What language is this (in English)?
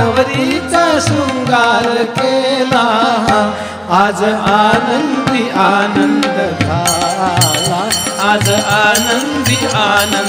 Marathi